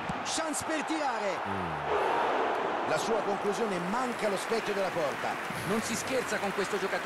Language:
Italian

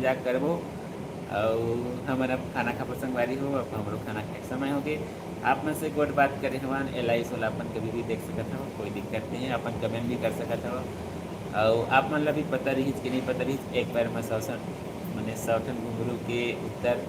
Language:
Chhattisgarhi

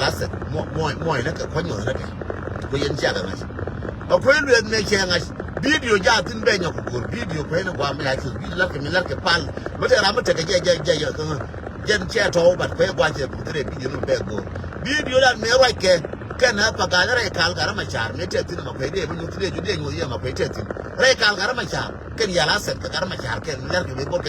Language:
Nuer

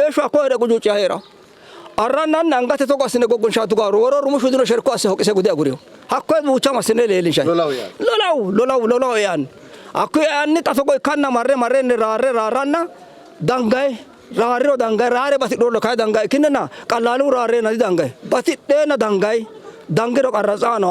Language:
Sidamo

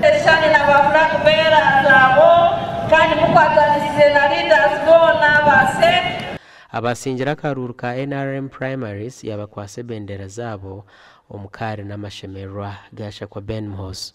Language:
Nyankole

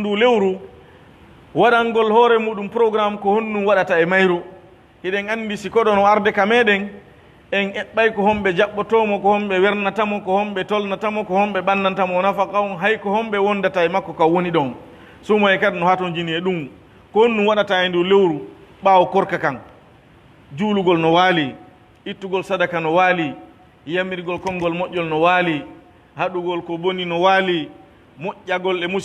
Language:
Pular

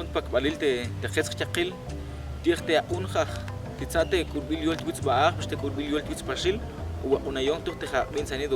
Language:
Tektiteko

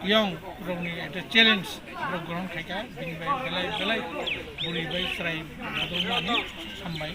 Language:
Kok Borok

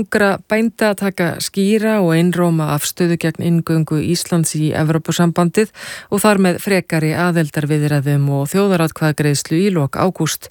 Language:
Icelandic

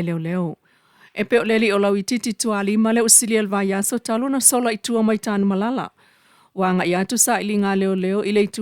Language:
Samoan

